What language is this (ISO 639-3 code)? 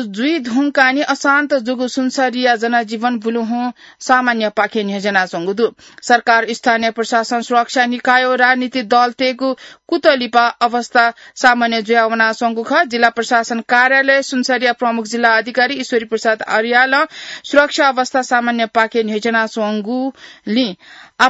new